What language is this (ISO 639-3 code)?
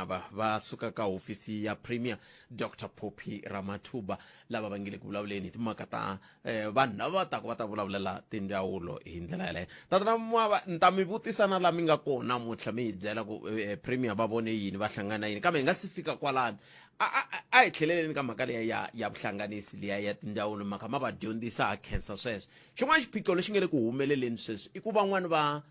tso